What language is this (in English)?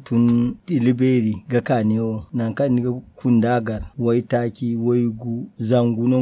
Zarma